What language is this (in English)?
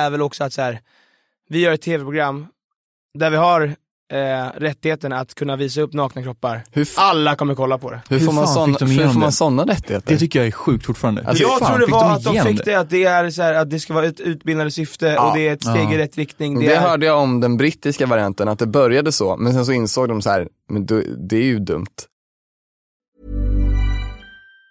Swedish